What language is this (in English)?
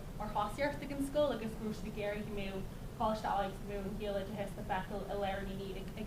Irish